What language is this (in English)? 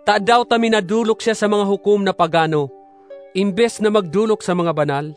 Bikol